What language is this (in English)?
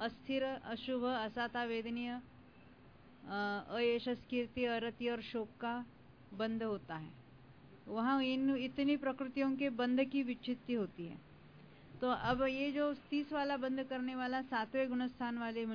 Hindi